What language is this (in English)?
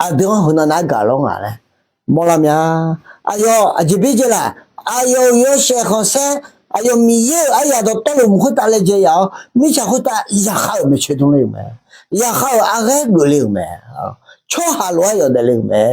Akha